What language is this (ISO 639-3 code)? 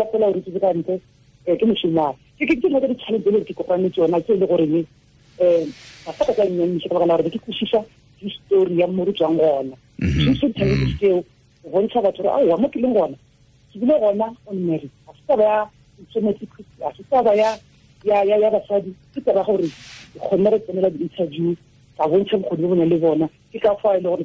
tsn